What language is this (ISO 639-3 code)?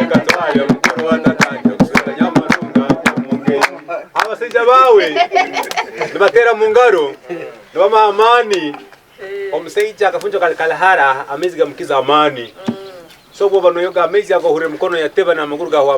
ttj